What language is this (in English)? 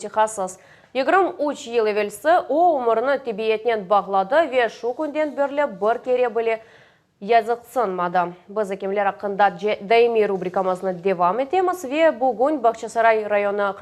Crimean Tatar